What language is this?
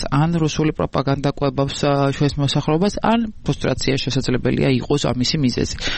Georgian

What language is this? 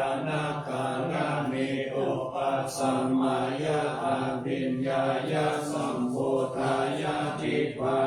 Pali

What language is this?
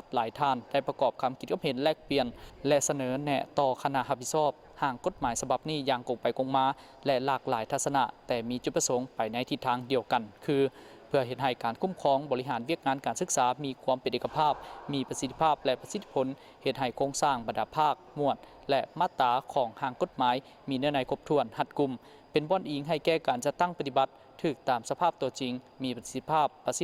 Lao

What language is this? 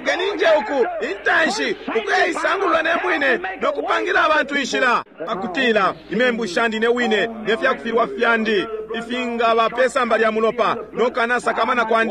Bemba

